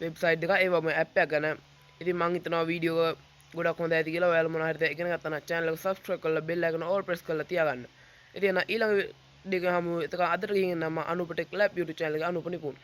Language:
Sinhala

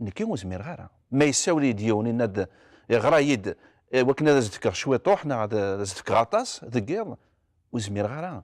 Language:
Kabyle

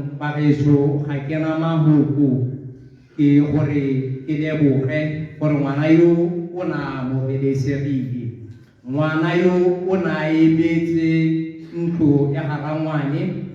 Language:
Tswana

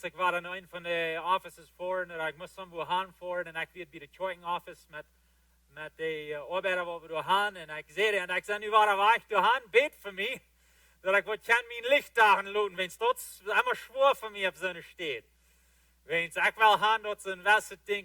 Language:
Plautdietsch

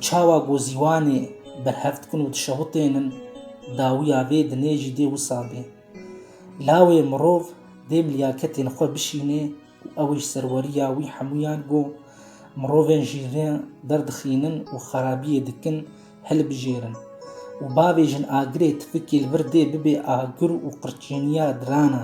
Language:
Kurdish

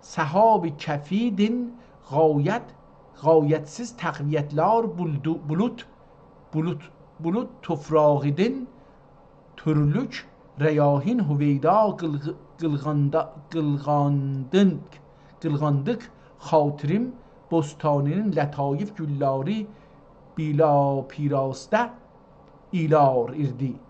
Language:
South Azerbaijani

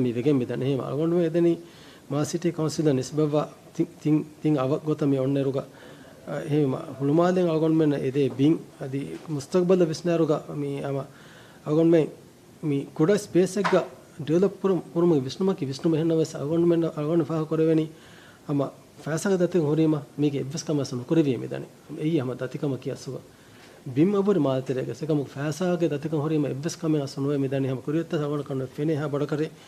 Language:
Divehi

